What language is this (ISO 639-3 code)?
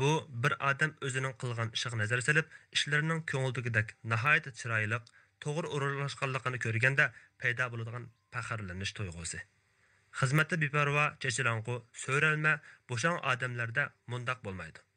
uig